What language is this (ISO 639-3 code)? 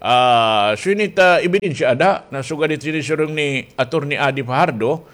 war